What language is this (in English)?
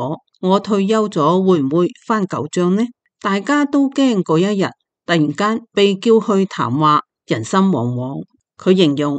Cantonese